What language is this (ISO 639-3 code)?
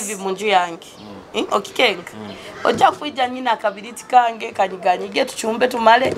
nyo